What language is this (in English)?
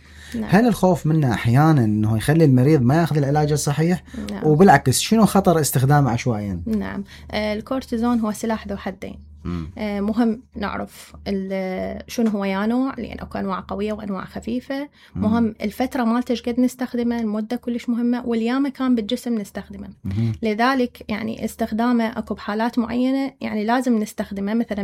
Mesopotamian Arabic